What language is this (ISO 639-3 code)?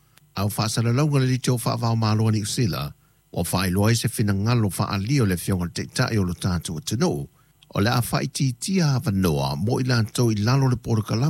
smo